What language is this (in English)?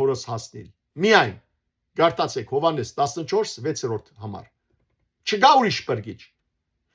Western Armenian